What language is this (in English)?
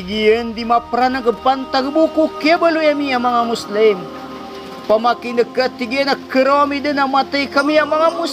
Maranao